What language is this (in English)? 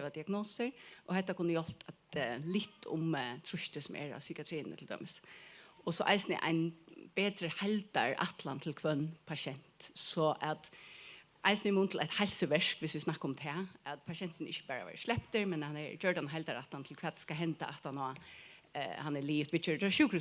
Faroese